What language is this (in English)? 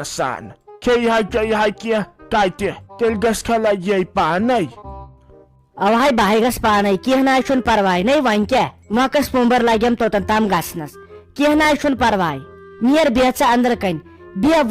Kashmiri